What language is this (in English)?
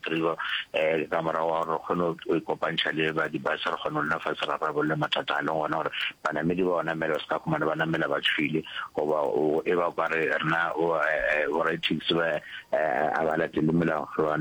Northern Sotho